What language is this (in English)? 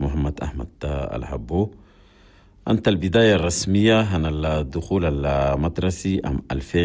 Chadian Arabic